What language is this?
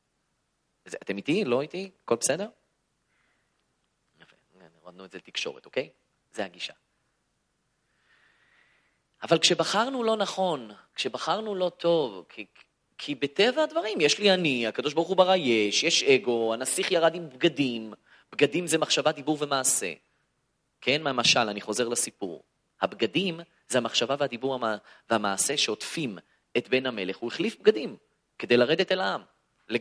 Hebrew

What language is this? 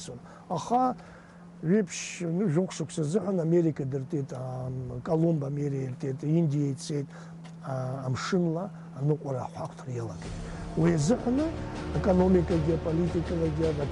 Abkhazian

